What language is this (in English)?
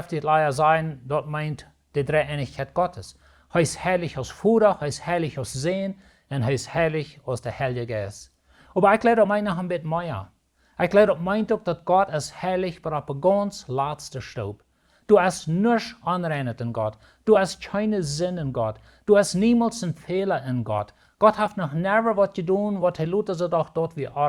Plautdietsch